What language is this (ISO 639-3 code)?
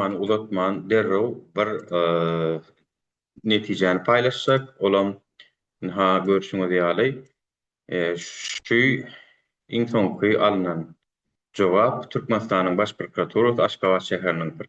tuk